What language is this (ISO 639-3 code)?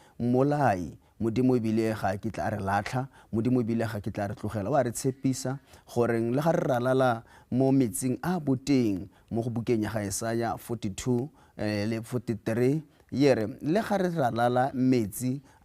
tsn